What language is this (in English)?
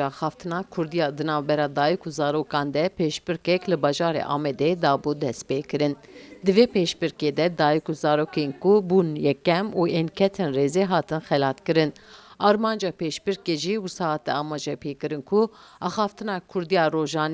Kurdish